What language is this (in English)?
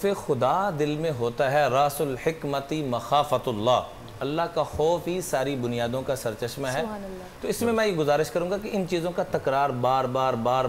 Urdu